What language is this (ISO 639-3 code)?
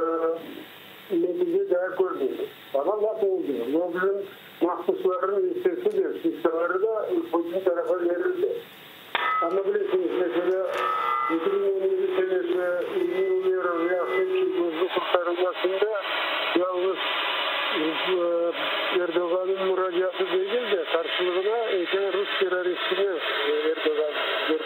crh